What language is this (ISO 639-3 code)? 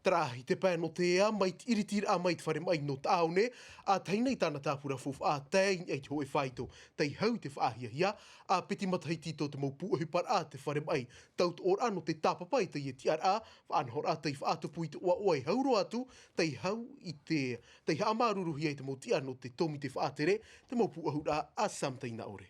tah